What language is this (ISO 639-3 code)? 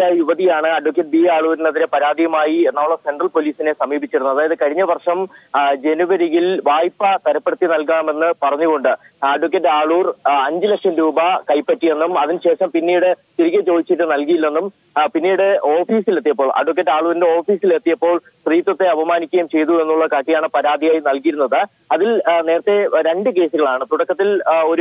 mal